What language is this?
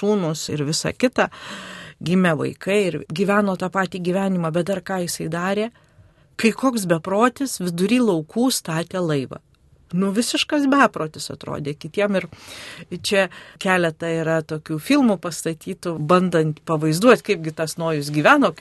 Lithuanian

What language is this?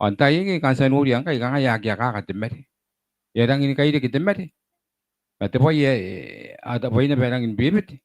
Gilbertese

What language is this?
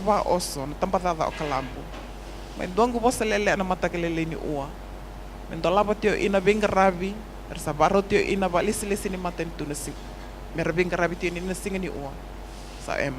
Fijian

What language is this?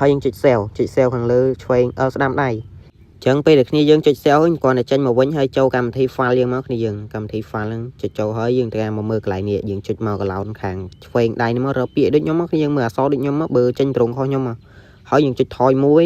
Khmer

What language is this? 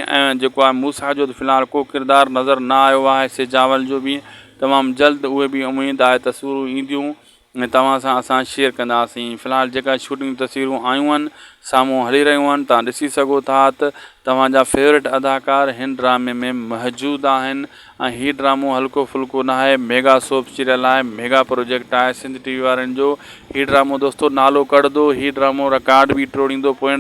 Sindhi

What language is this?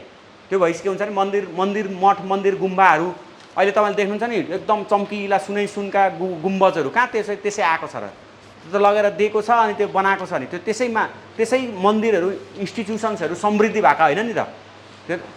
Nepali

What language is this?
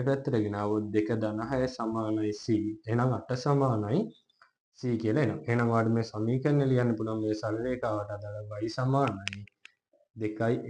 Sinhala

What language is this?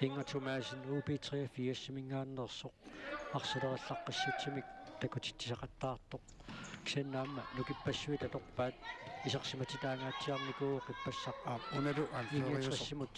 Kalaallisut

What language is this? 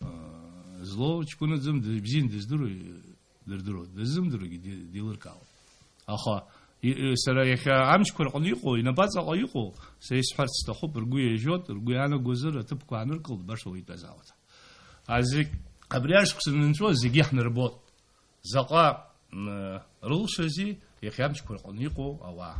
Abkhazian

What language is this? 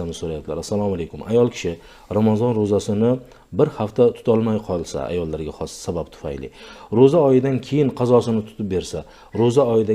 Uzbek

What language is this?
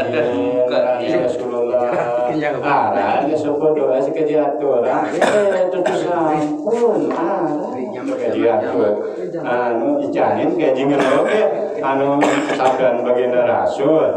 Sasak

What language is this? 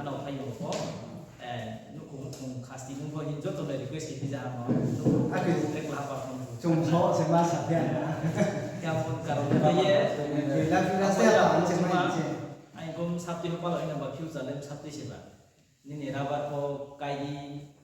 Riang (India)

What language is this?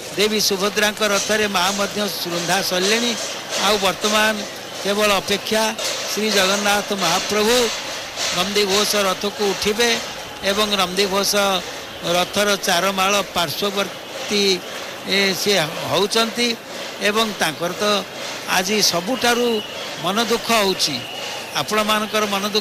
Odia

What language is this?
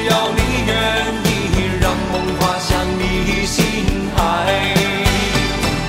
Chinese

